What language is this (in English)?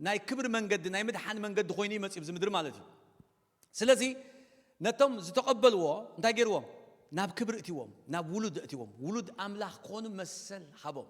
Tigrinya